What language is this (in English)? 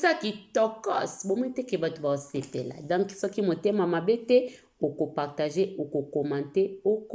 Lingala